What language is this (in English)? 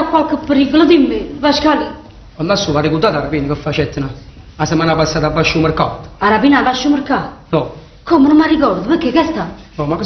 Neapolitan